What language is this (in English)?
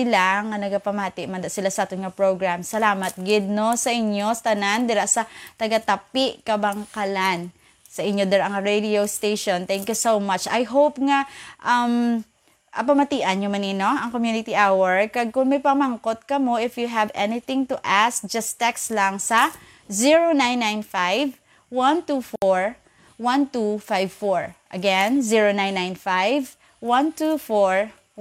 Hiligaynon